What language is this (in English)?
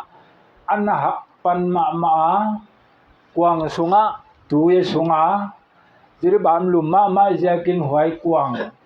Paite Chin